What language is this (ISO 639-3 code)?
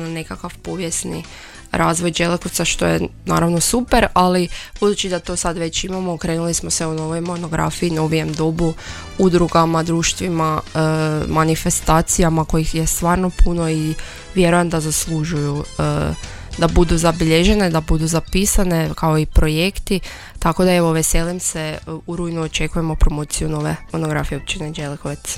hrv